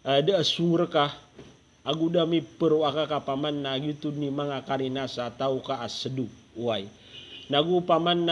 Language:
Maranao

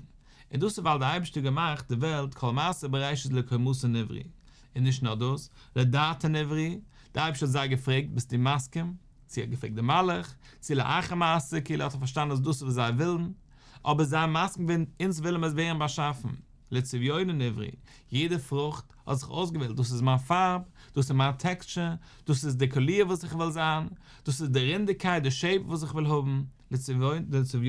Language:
Yiddish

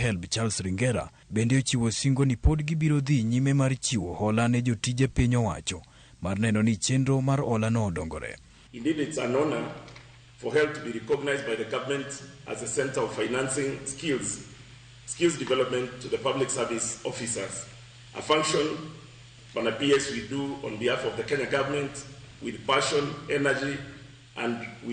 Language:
Luo (Kenya and Tanzania)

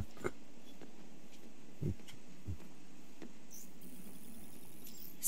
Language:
Russian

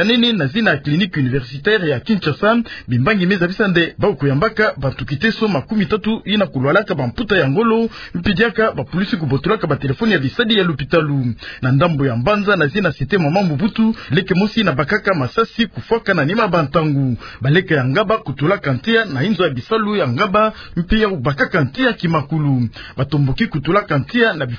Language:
Kituba (Democratic Republic of Congo)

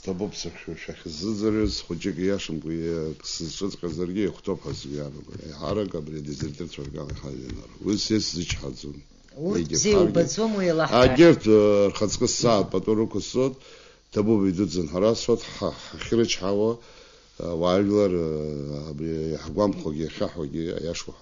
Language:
Abkhazian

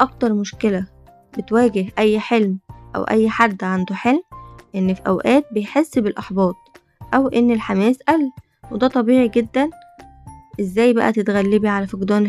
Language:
Egyptian Arabic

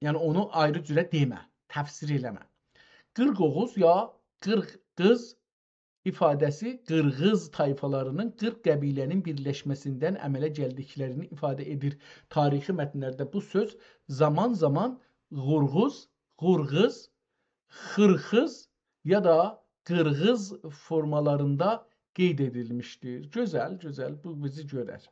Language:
South Azerbaijani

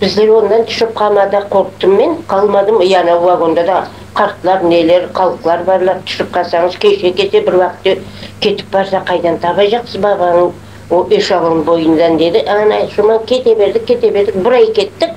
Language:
Crimean Tatar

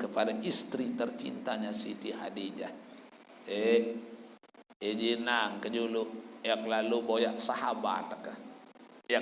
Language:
Sasak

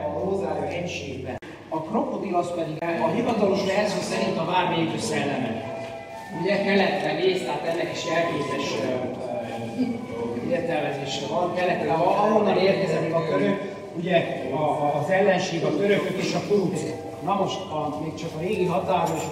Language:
Hungarian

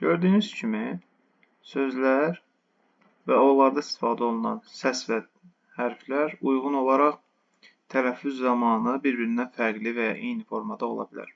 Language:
Azerbaijani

